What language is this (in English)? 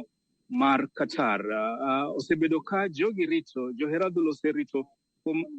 Luo (Kenya and Tanzania)